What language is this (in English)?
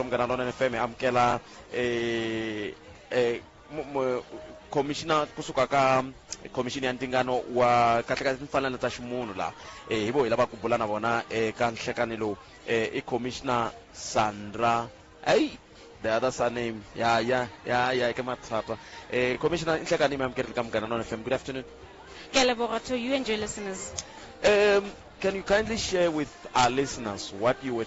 Tsonga